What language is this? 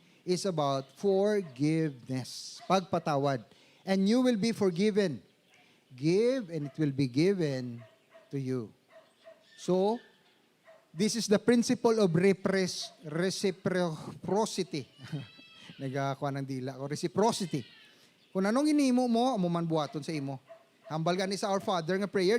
Hiligaynon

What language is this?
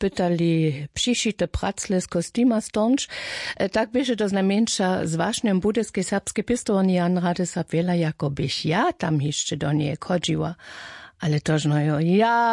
Upper Sorbian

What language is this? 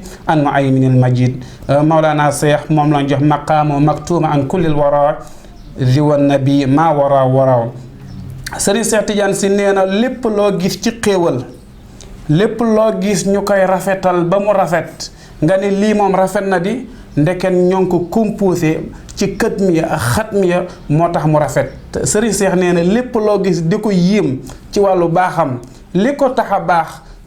Wolof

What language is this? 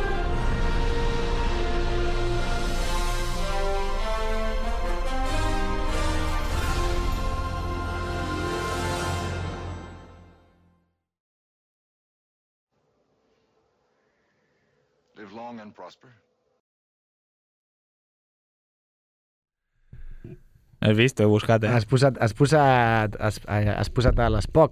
Catalan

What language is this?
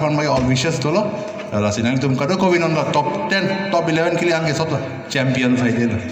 Karbi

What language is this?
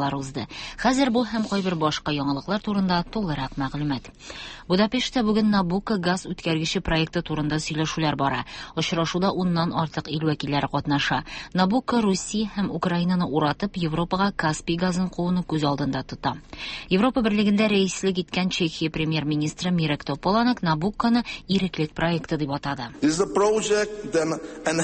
Tatar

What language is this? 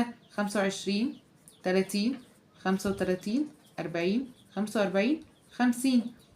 Egyptian Arabic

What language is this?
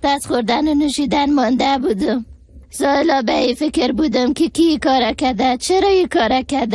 Persian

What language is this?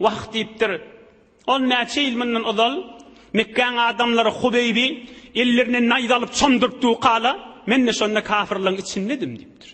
Turkmen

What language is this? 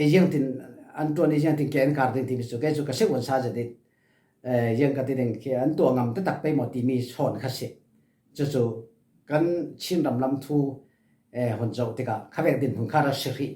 Falam Chin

